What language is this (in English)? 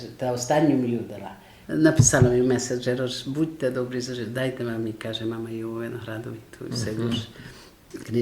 Rusyn